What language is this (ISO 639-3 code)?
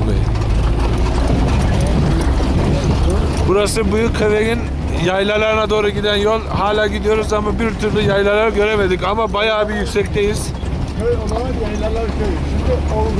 tur